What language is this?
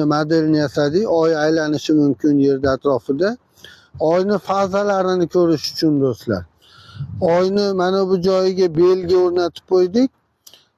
Uzbek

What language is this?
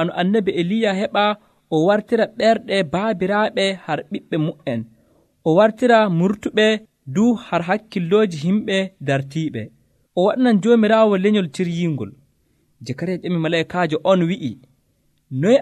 Nigerian Fulfulde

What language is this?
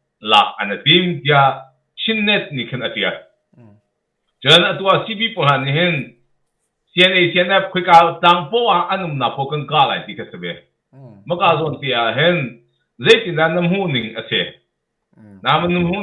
Hakha Chin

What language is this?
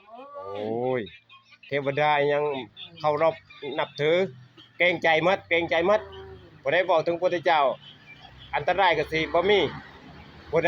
Northeastern Thai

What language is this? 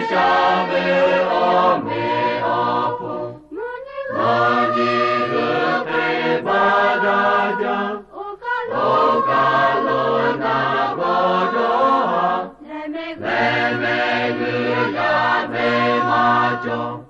Lahu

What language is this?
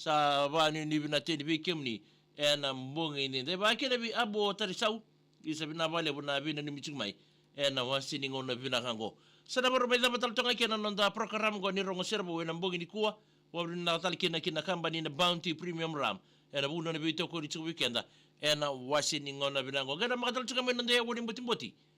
Fijian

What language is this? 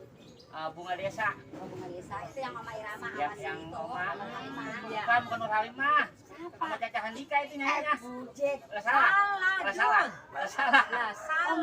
Betawi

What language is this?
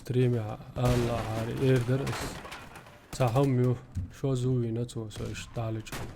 Chechen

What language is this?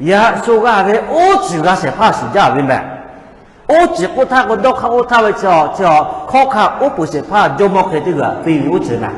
Lahu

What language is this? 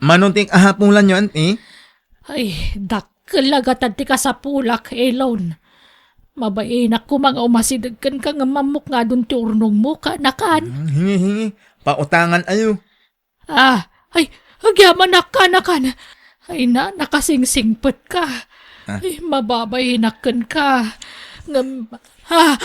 Iloko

